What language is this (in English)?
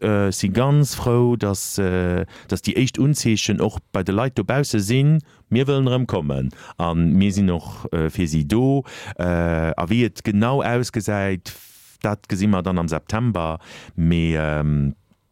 Luxembourgish